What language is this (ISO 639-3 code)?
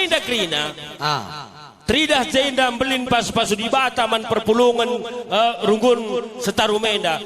btx